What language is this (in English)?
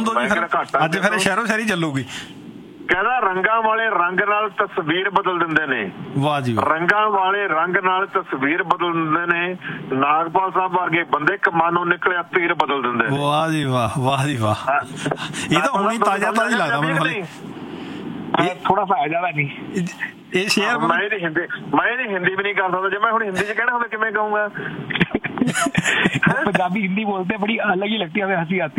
Punjabi